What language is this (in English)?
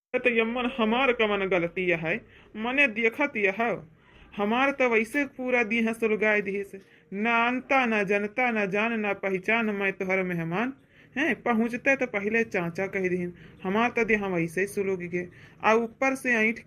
Awadhi